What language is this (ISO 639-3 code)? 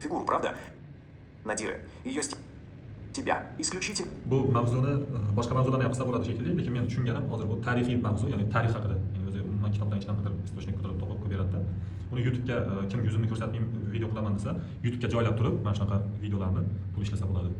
uzb